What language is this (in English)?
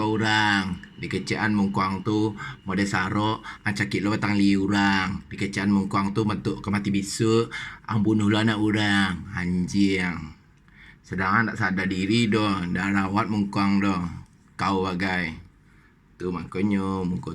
Minangkabau